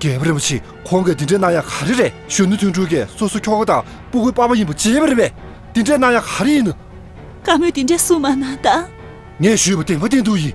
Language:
Tibetan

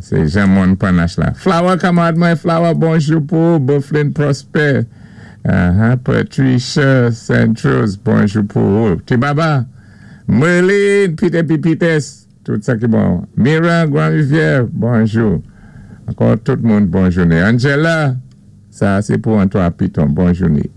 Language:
Saint Lucian Creole French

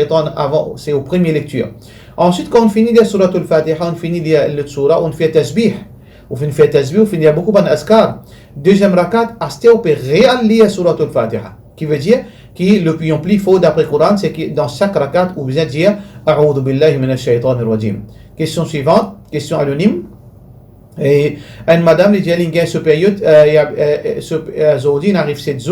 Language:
Morisyen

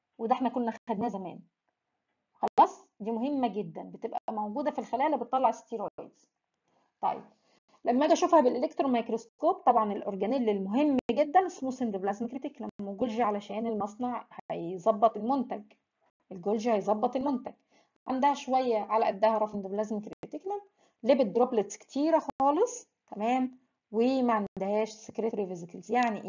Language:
Egyptian Arabic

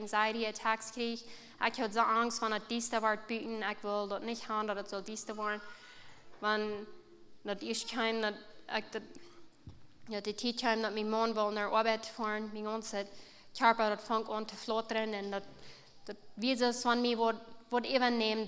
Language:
Plautdietsch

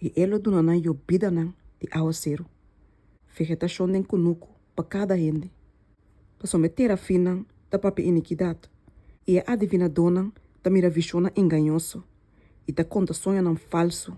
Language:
Papiamento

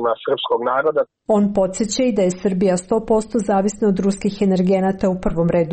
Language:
Serbian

